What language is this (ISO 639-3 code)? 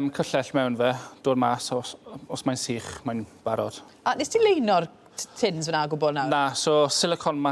cym